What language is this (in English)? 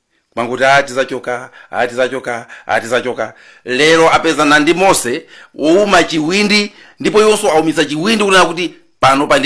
Nyanja